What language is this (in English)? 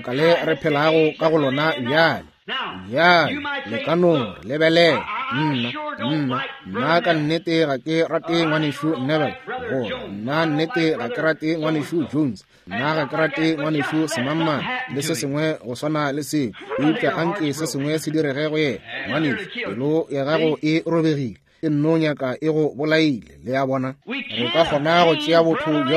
Northern Sotho